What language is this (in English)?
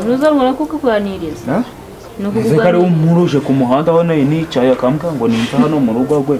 Kinyarwanda